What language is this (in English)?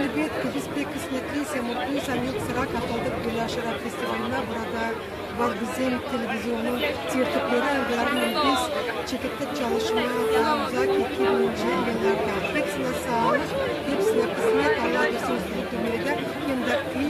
Gagauz